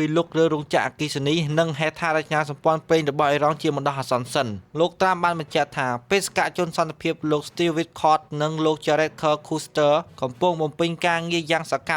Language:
Khmer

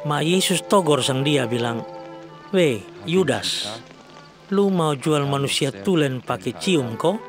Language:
Kupang Malay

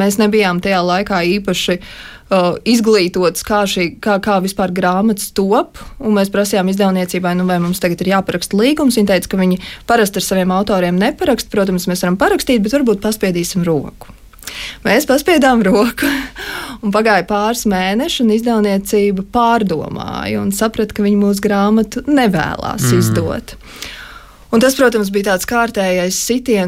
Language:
Latvian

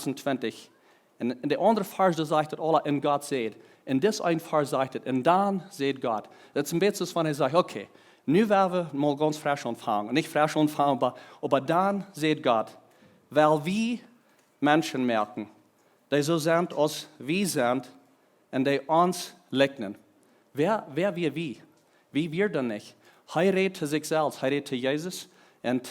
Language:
Plautdietsch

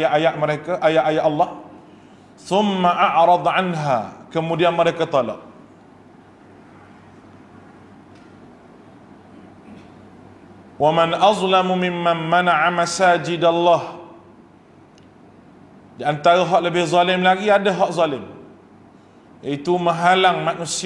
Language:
Malay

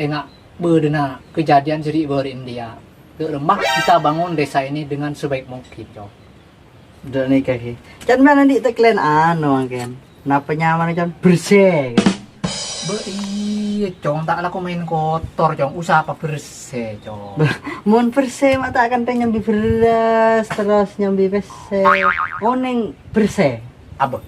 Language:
Madurese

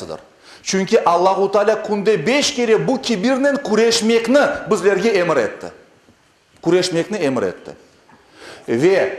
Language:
Crimean Tatar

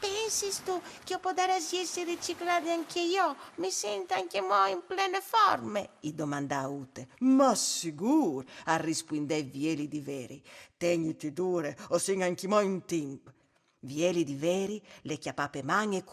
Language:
Friulian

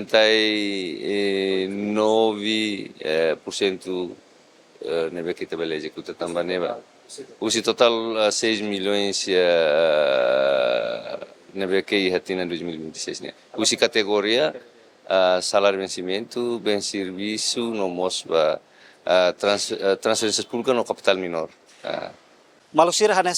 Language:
Tetum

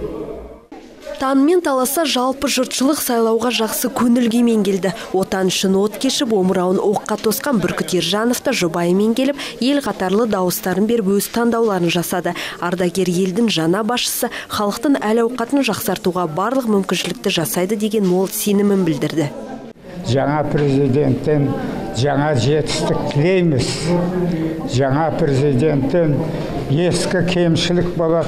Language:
Kazakh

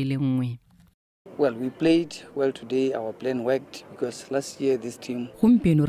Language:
Tswana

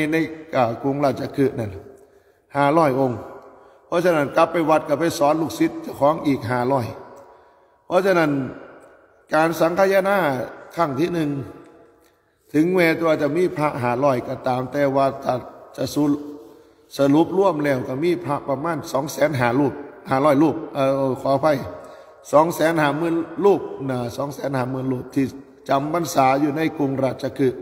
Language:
Thai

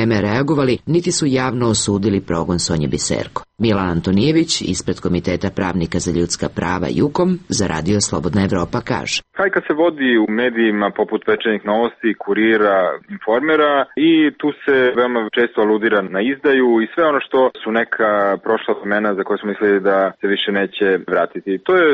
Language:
Serbian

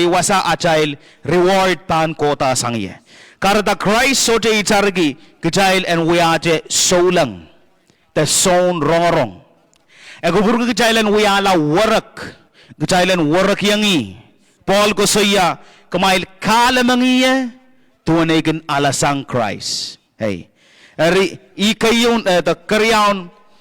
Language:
Pohnpeian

